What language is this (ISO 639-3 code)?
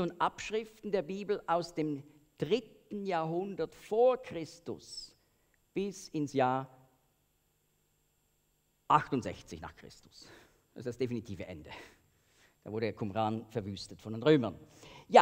deu